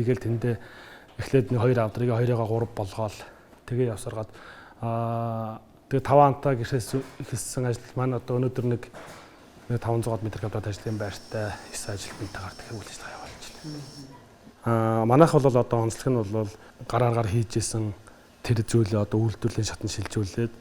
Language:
Mongolian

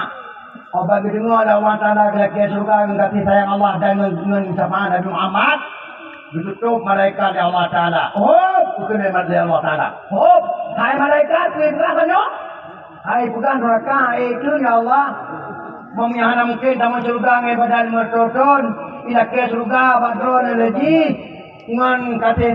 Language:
Achinese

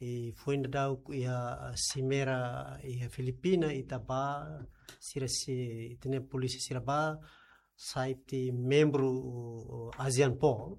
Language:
Tetum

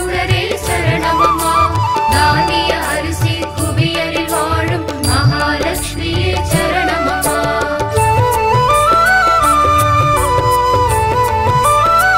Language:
Tamil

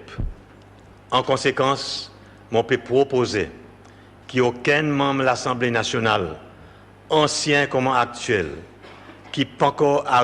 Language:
Seselwa Creole French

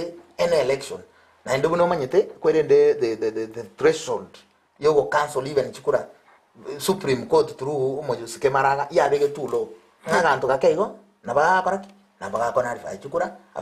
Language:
Gusii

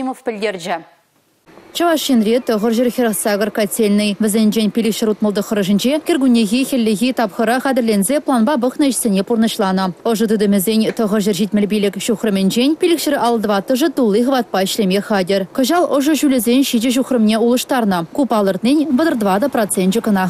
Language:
Chuvash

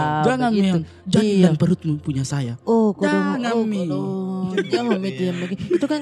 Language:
Makassar Malay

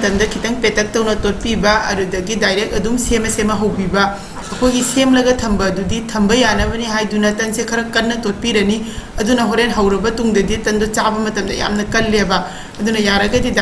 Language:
Manipuri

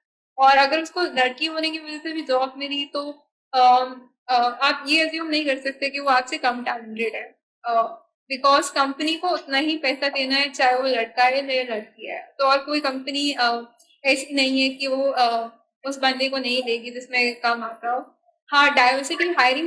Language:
Hindi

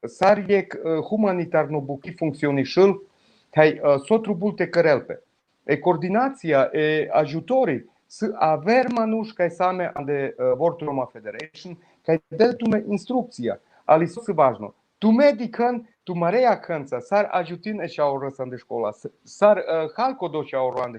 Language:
Balkan Romani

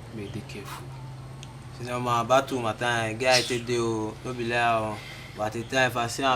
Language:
Bini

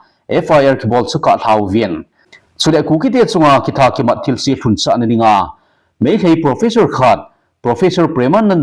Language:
Thado Chin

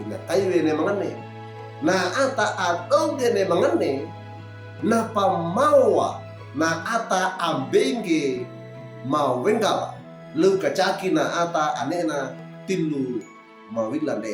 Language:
Wejewa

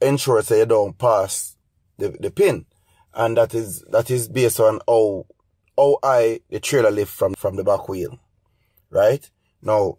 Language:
Jamaican Creole English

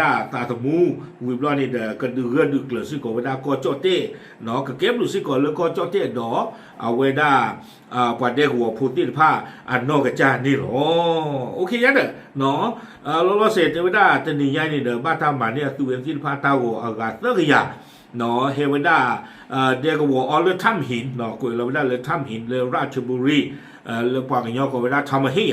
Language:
S'gaw Karen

